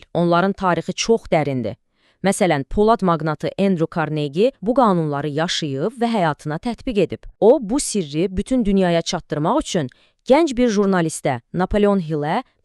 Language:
Azerbaijani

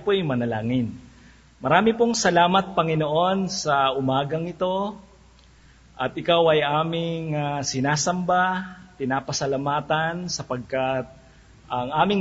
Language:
Filipino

